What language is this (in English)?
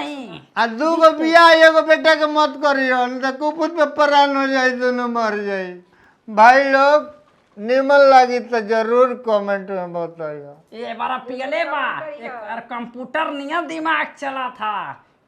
Bhojpuri